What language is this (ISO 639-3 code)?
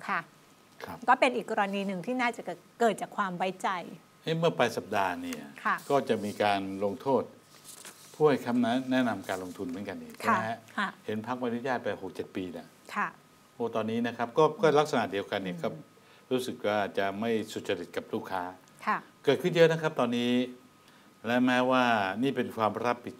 tha